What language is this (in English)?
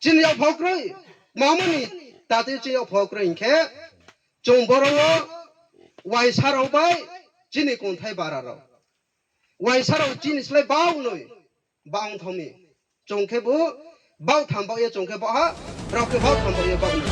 Riang (India)